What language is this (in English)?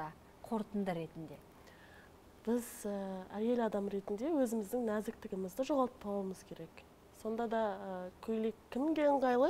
Kazakh